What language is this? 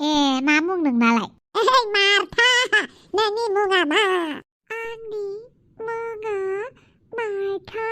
Bodo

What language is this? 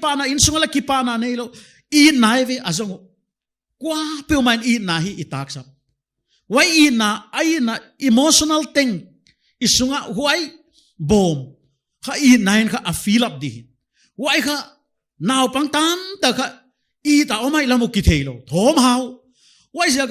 Paite Chin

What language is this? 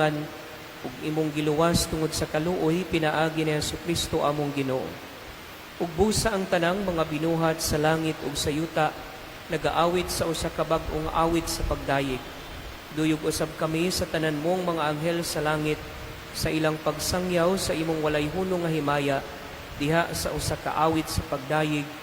Cebuano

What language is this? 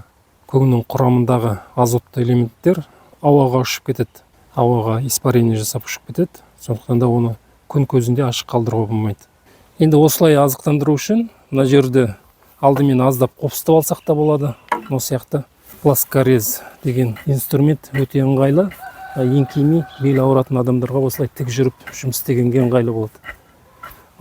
Kazakh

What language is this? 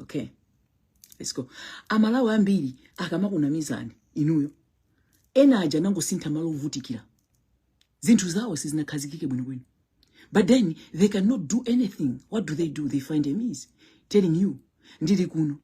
Nyanja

